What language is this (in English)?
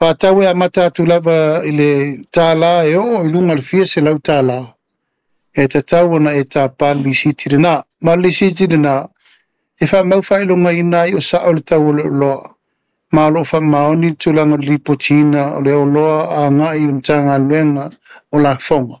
Samoan